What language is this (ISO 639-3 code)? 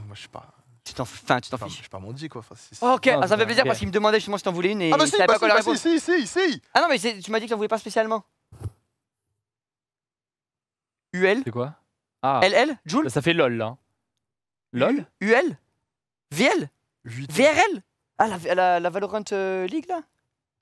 fra